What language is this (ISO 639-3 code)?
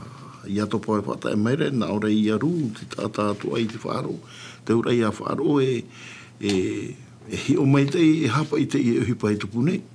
tah